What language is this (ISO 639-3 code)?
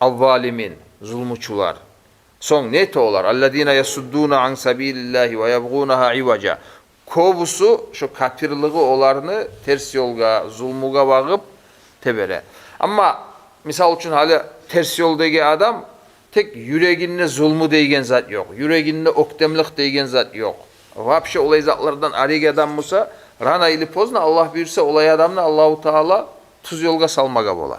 kum